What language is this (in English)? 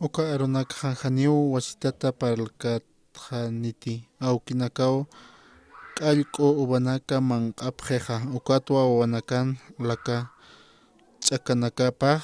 Aymara